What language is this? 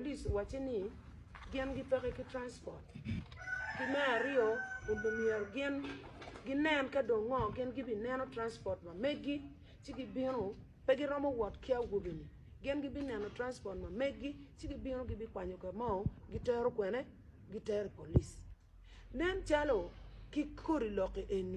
Acoli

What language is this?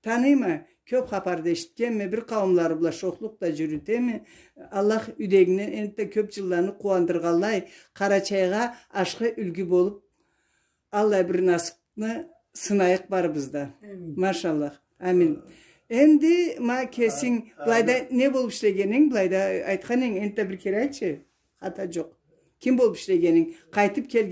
Karachay-Balkar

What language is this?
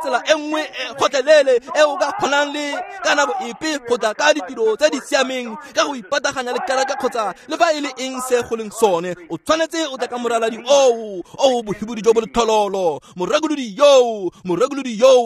Tswana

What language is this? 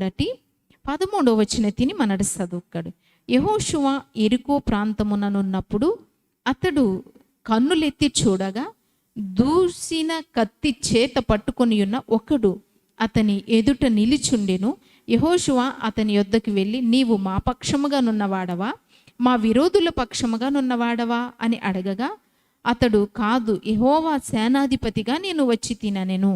Koya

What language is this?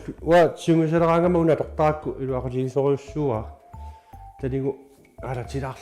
Kalaallisut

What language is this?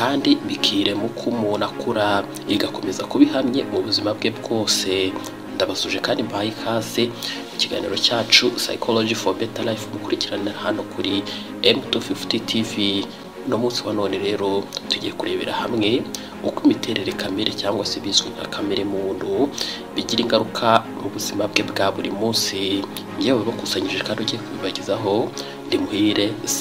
Kinyarwanda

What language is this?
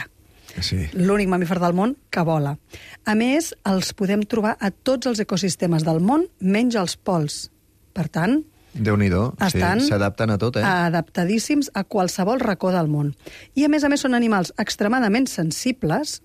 Catalan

